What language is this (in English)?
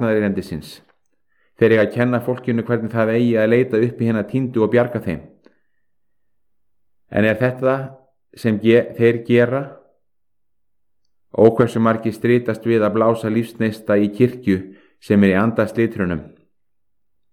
Icelandic